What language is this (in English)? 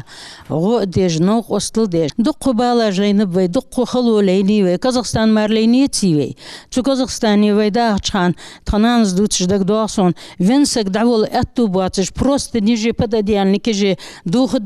Ingush